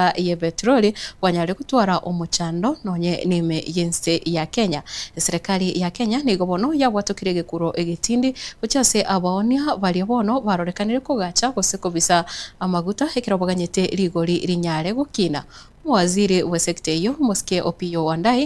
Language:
Gusii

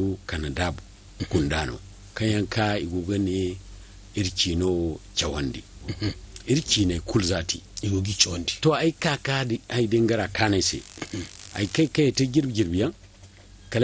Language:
Zarma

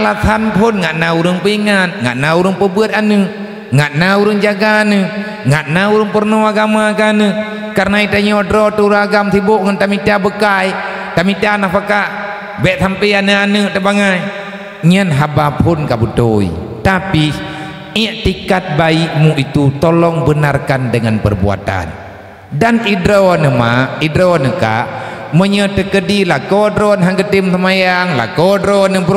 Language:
Achinese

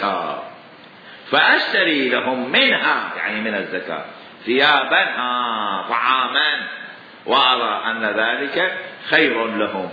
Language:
Mesopotamian Arabic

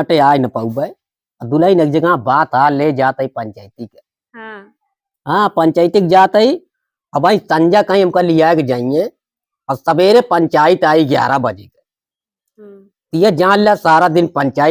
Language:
Awadhi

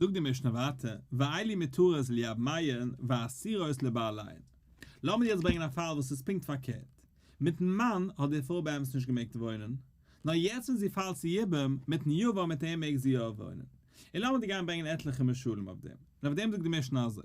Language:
Yiddish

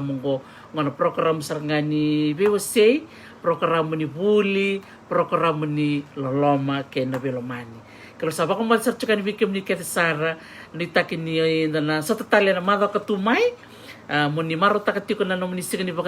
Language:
Fijian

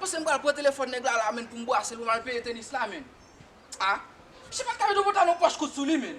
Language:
Haitian Creole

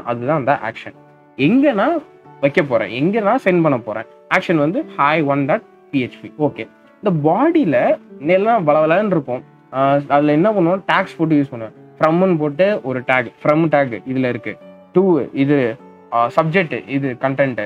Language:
Tamil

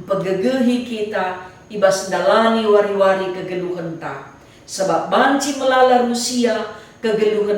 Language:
Batak Karo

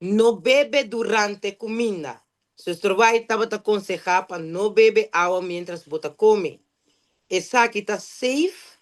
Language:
Papiamento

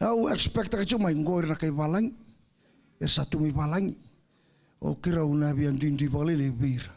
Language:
Fijian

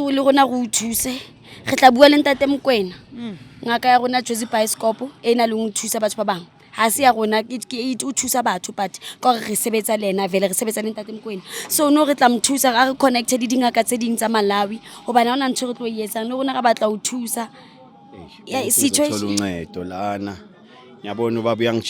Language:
Zulu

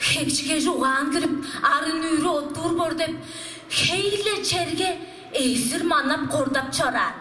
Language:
Tuvinian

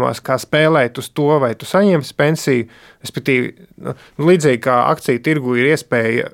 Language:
Latvian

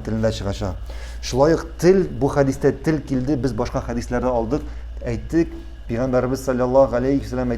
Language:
Tatar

